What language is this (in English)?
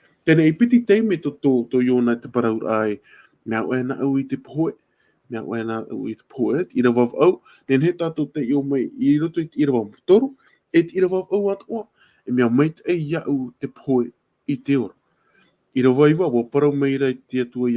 Tahitian